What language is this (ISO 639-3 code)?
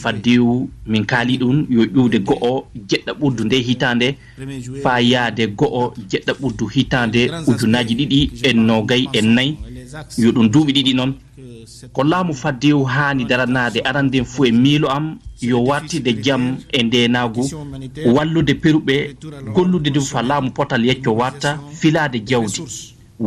ful